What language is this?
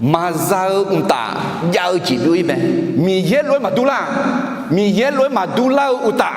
Akha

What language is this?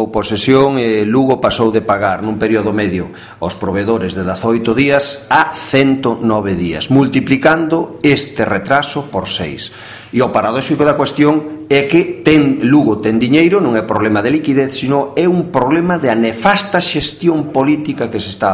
Galician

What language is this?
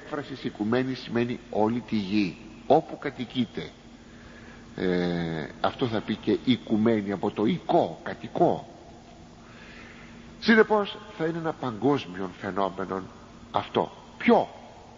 Greek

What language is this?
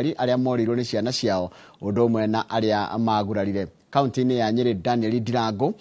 Kikuyu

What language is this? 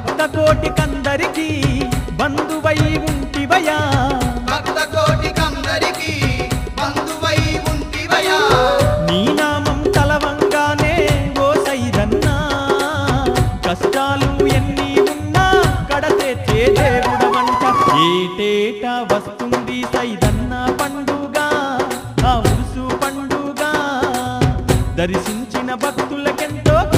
Telugu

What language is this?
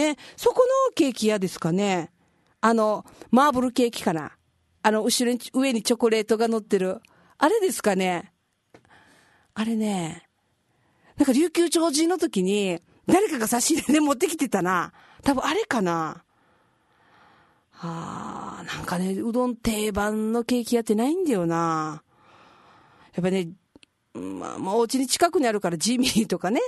Japanese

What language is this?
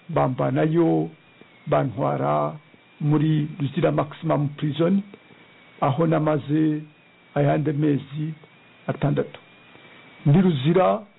Kinyarwanda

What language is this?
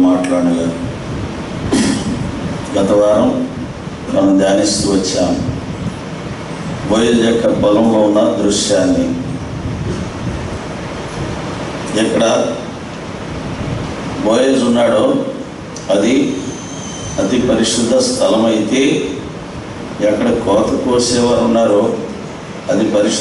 Telugu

